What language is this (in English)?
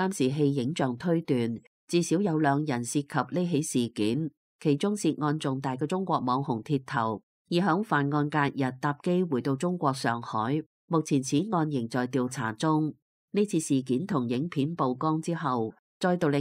Cantonese